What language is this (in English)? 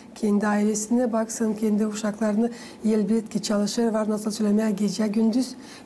Gagauz